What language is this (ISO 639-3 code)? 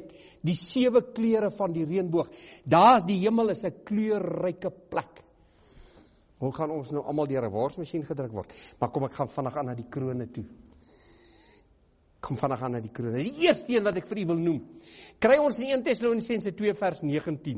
afr